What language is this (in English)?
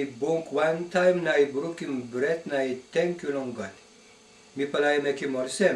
Tok Pisin